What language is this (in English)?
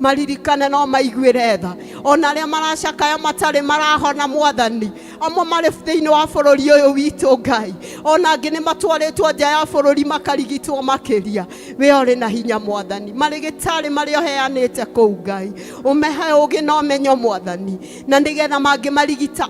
Kikuyu